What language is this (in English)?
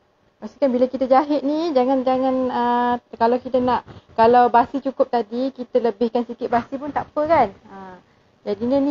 Malay